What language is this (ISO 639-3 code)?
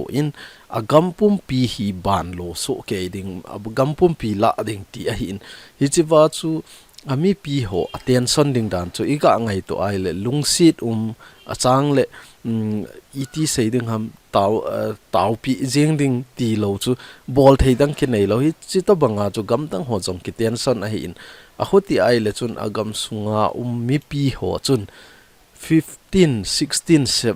tcz